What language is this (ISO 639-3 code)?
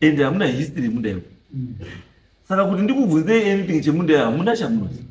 sna